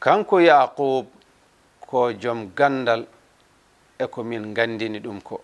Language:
Fula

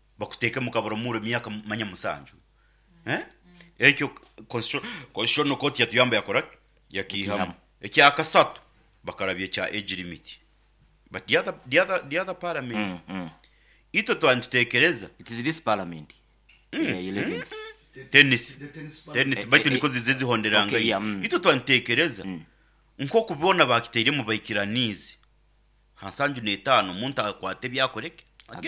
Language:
Nyoro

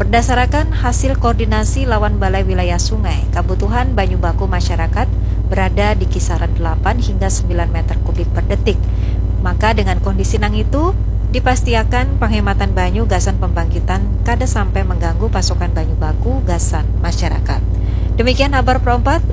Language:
Banjar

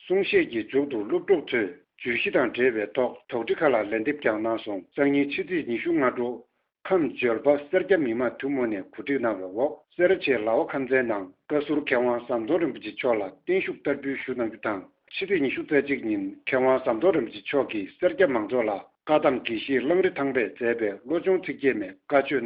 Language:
Tibetan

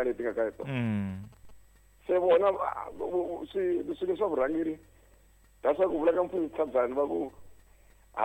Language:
Tsonga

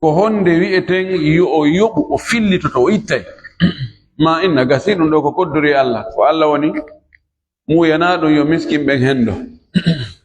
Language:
Fula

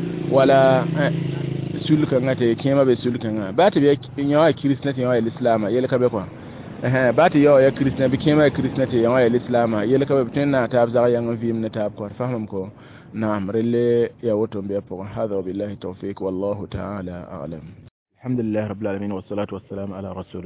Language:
Mossi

